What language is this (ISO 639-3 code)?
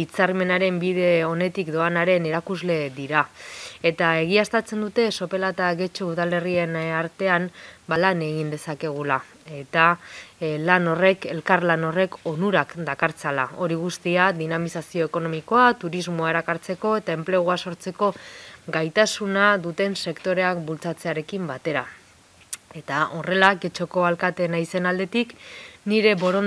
eus